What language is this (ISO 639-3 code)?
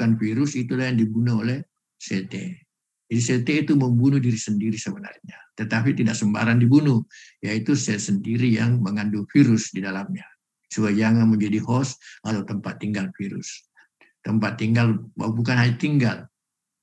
ind